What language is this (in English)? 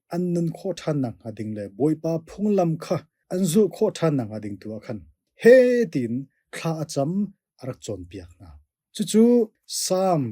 Hakha Chin